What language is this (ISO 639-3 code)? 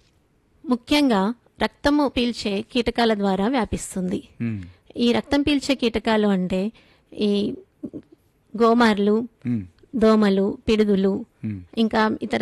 tel